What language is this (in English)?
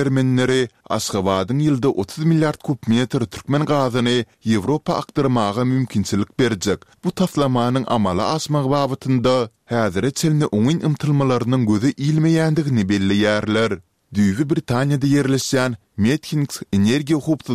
Turkmen